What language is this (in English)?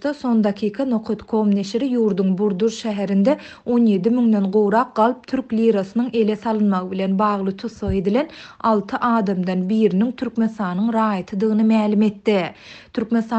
Turkmen